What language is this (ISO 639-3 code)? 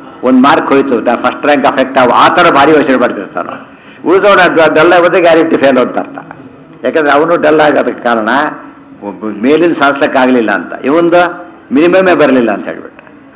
kan